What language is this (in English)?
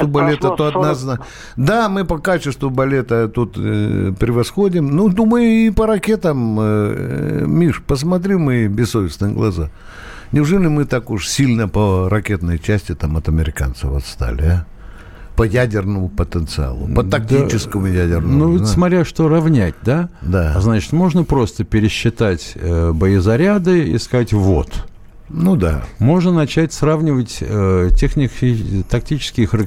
Russian